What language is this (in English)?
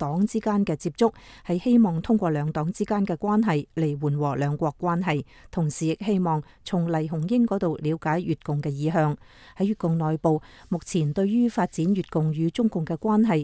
Cantonese